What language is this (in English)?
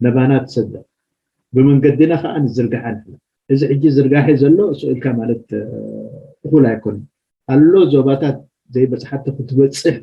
Tigrinya